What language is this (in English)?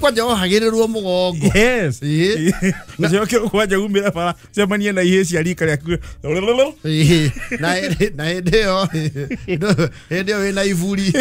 Kikuyu